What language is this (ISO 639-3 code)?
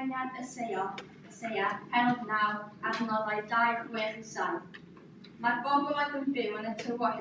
cym